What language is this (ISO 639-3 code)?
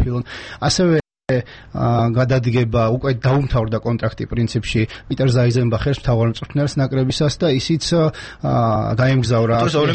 kat